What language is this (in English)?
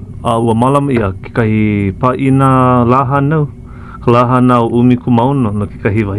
Hawaiian